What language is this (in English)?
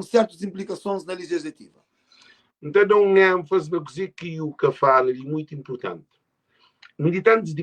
Kabuverdianu